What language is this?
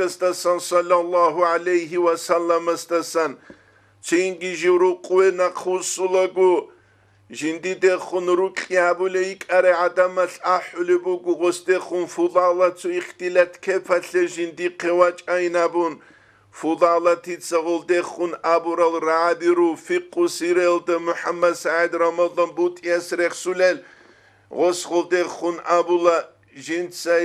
Avaric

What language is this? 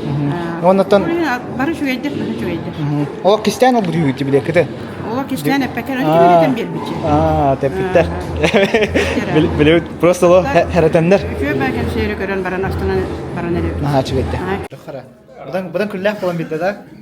Yakut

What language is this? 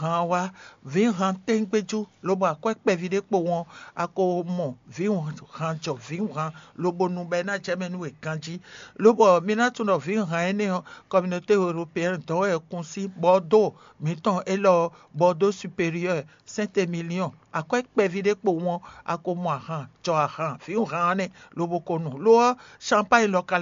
Fon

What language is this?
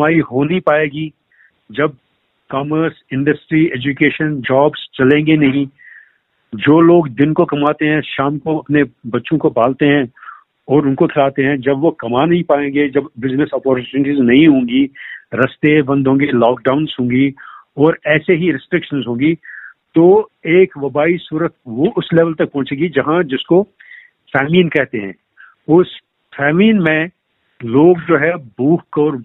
Hindi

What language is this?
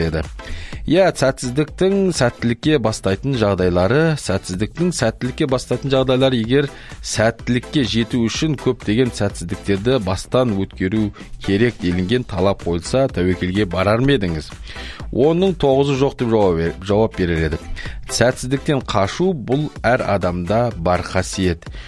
Kazakh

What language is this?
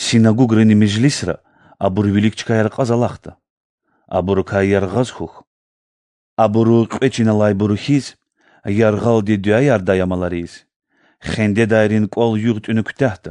Lezghian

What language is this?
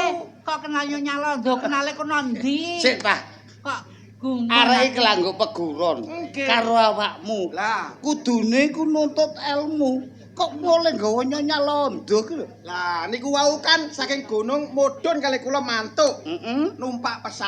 Javanese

